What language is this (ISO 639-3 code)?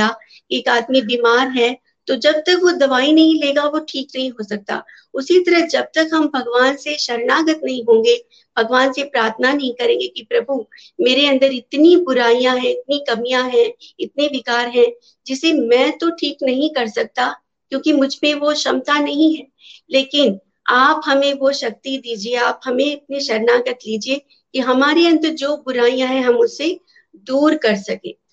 hin